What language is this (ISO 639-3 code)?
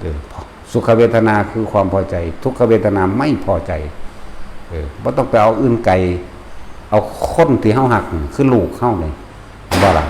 tts